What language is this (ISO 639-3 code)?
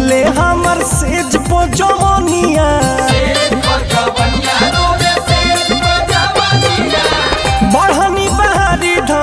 bho